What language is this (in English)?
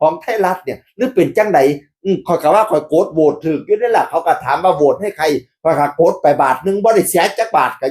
Northeastern Thai